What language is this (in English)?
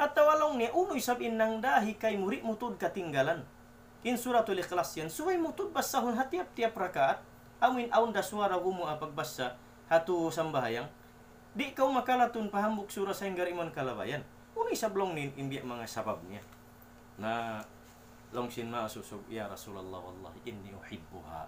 Tausug